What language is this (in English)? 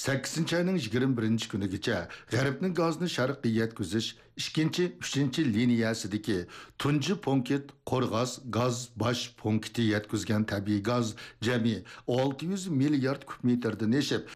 Uyghur